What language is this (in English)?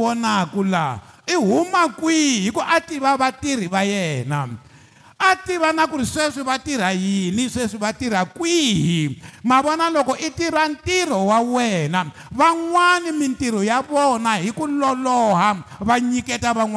Tsonga